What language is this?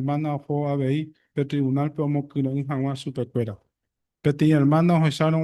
Guarani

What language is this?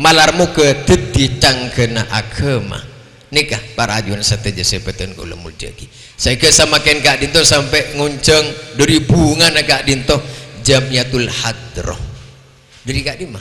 Madurese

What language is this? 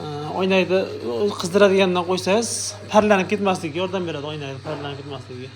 Uzbek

